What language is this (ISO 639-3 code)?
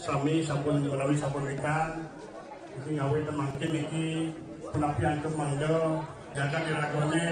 ban